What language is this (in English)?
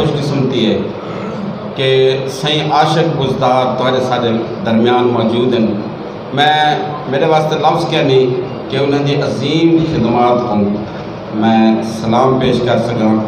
Saraiki